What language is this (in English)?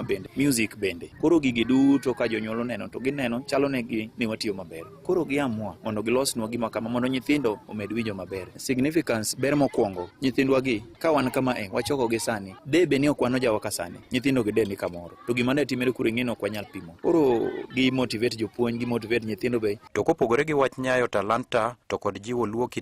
Luo (Kenya and Tanzania)